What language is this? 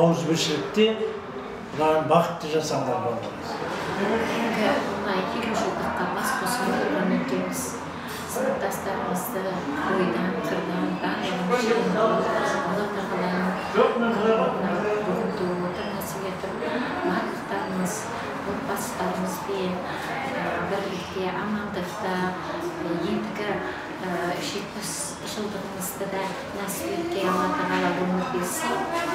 Kara-Kalpak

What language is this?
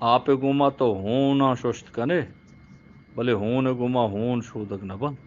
Eastern Balochi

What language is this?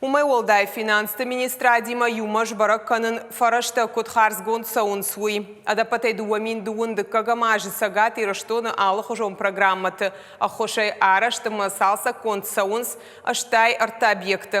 Ossetic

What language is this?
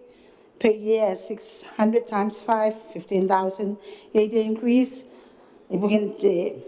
Gilbertese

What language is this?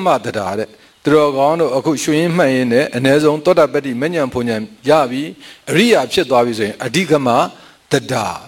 Burmese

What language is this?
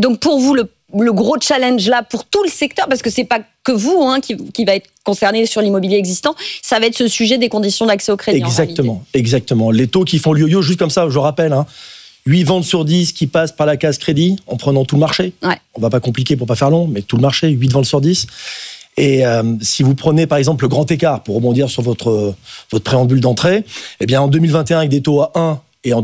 French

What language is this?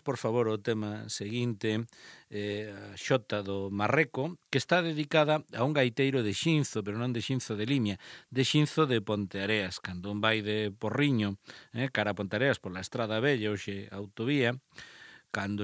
Galician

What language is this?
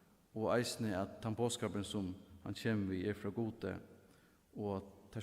Faroese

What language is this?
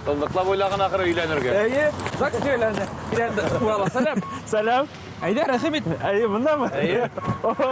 Bashkir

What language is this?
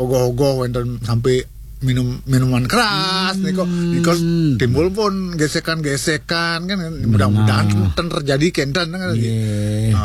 Balinese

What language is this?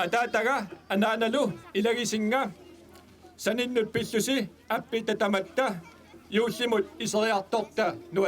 Kalaallisut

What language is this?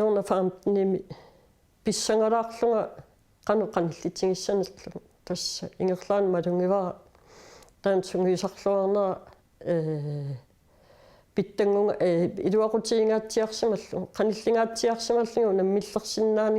Kalaallisut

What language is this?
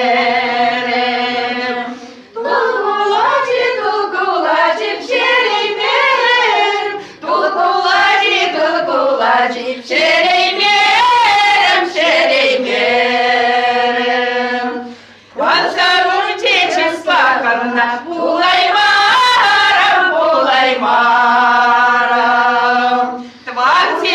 Chuvash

